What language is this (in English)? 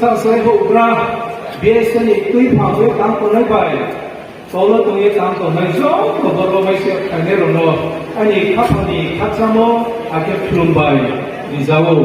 Riang (India)